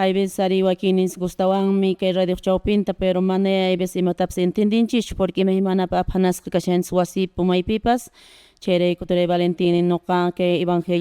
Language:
Quechua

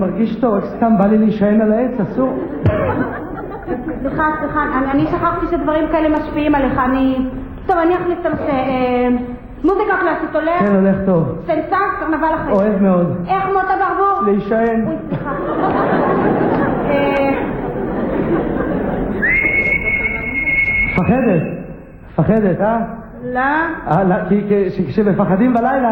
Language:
Hebrew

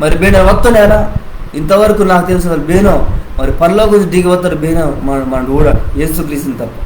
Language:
Koya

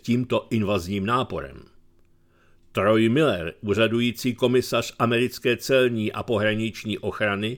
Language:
Czech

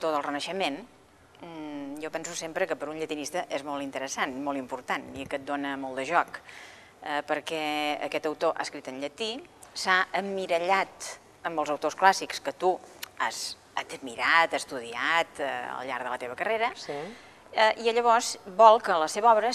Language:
Catalan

